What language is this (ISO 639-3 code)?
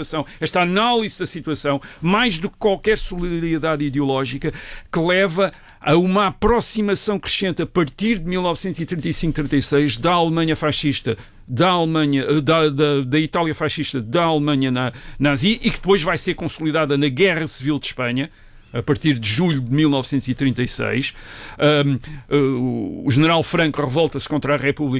por